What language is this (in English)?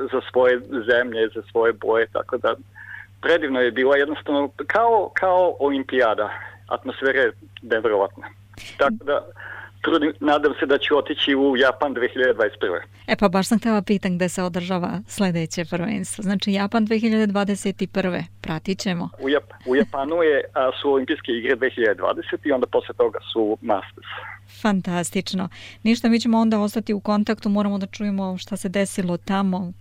Serbian